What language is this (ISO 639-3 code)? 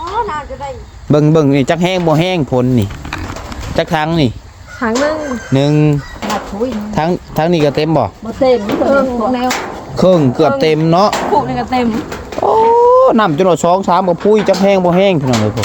tts